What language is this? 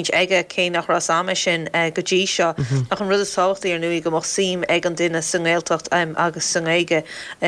Irish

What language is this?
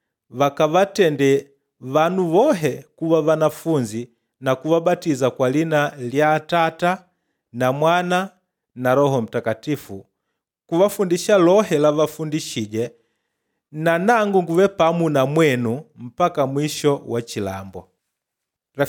Makonde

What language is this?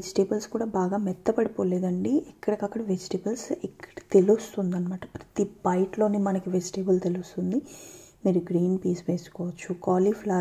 Telugu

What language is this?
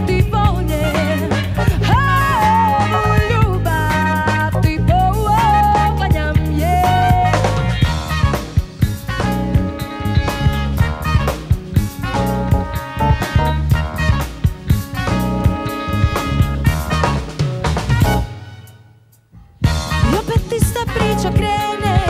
Croatian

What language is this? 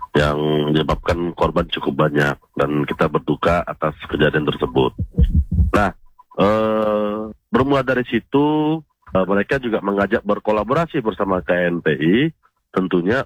Indonesian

